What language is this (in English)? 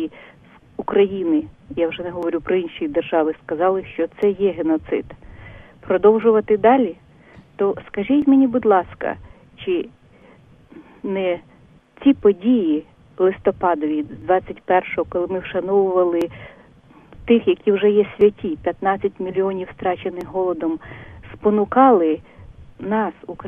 Ukrainian